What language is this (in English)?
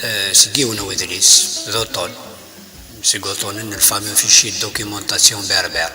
Kabyle